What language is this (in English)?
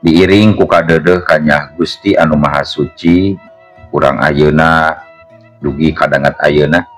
Sundanese